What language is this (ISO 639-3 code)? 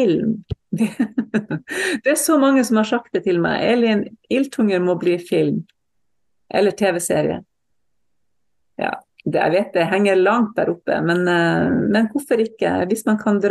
nor